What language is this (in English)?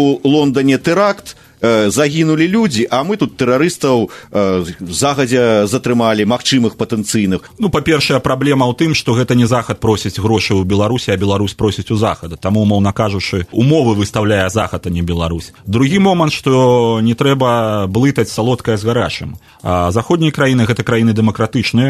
Belarusian